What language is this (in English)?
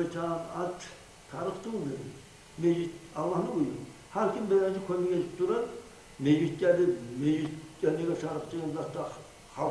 Kumyk